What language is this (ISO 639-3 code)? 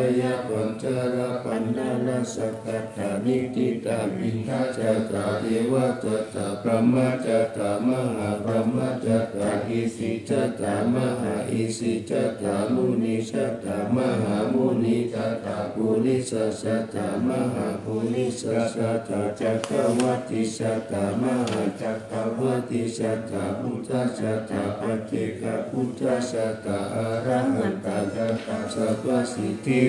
pli